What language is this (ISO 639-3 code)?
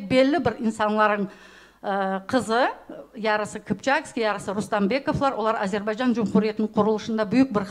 crh